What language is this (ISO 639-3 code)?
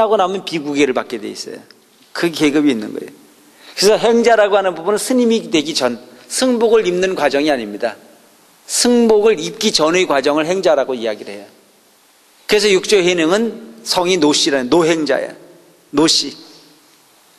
kor